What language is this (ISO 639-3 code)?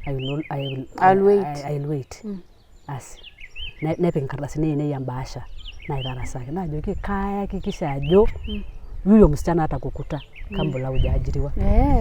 mas